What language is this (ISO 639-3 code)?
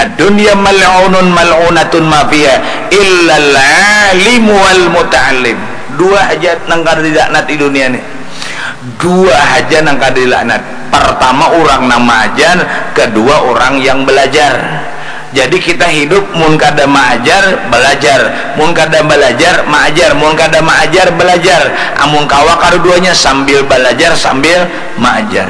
bjn